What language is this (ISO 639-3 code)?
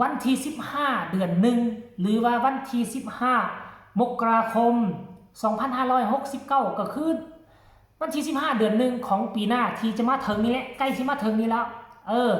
tts